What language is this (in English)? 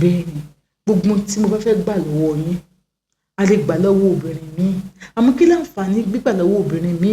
Yoruba